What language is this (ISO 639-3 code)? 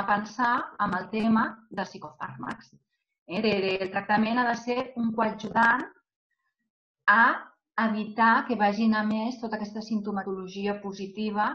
cat